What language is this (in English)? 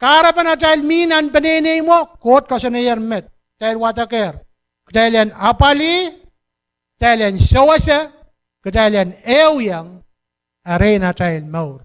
Pohnpeian